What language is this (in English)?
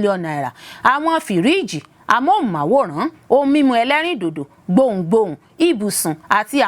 Yoruba